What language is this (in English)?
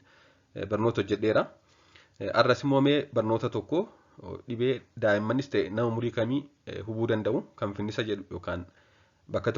Oromo